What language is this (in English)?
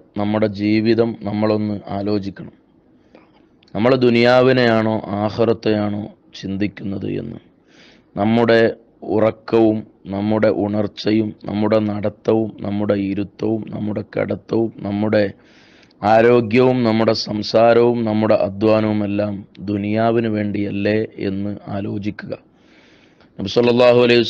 Malayalam